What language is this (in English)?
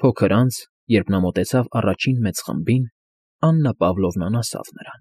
Armenian